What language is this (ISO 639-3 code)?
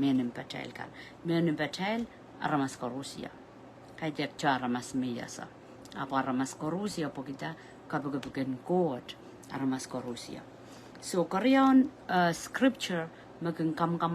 pon